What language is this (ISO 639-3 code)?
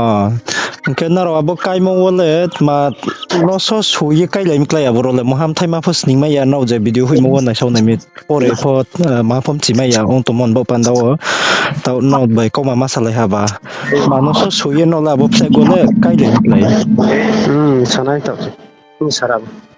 ria